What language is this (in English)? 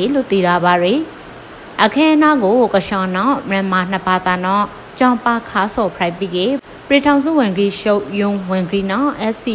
Burmese